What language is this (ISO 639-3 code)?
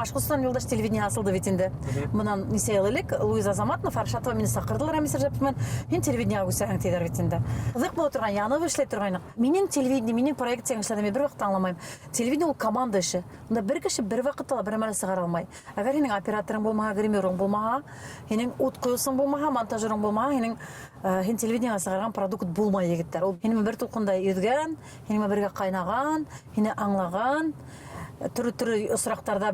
bak